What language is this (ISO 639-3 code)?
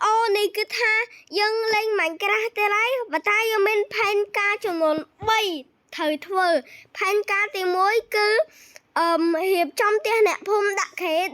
khm